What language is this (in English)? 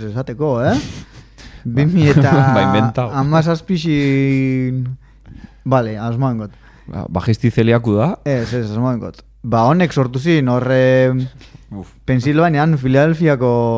Basque